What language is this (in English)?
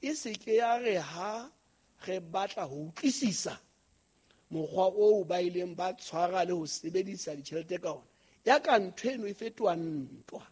Southern Sotho